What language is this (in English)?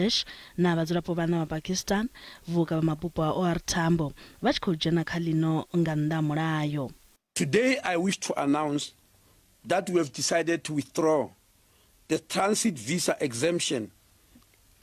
Venda